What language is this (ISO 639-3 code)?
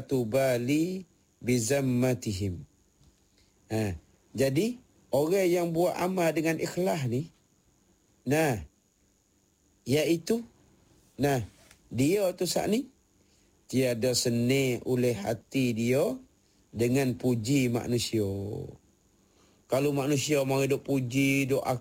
msa